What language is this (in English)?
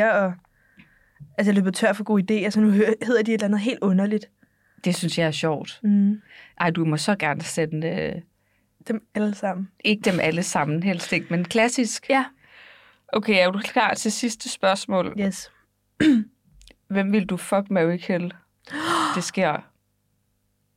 Danish